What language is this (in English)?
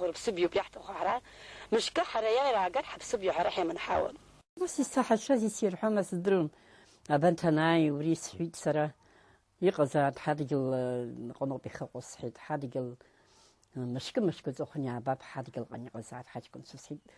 Abkhazian